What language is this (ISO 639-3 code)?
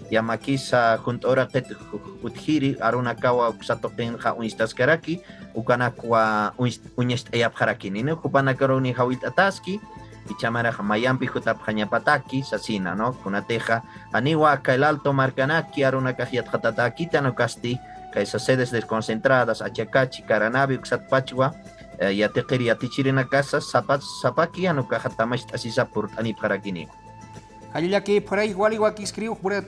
aym